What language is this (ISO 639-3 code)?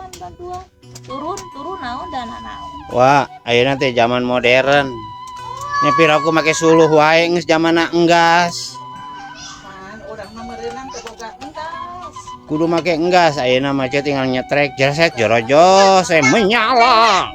sun